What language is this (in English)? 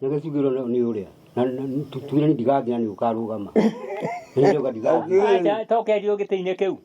Kikuyu